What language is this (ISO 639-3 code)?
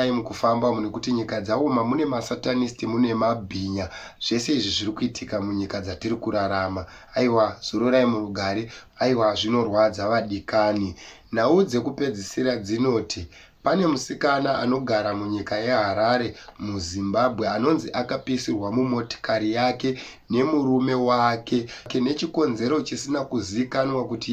sna